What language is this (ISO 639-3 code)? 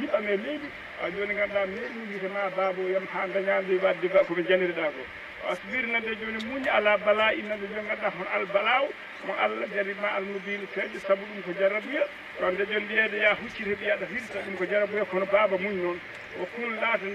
ful